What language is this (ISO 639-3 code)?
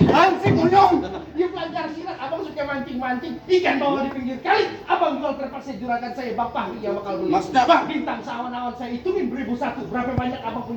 bew